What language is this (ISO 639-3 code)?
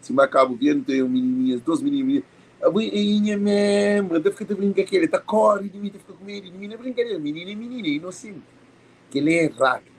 kea